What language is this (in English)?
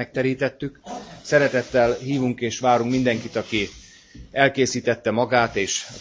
Hungarian